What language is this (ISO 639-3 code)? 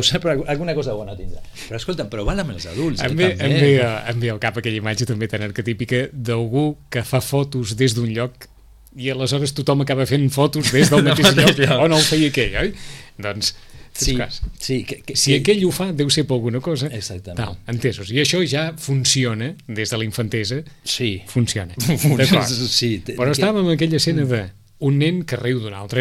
cat